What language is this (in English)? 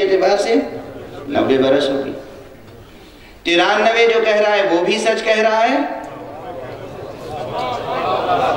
Urdu